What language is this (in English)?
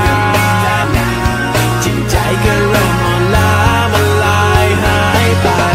Thai